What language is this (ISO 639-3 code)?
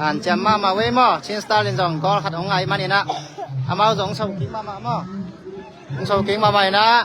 ctd